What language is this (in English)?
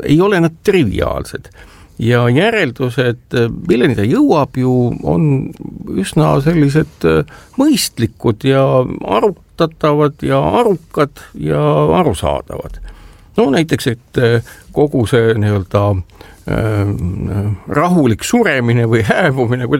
Estonian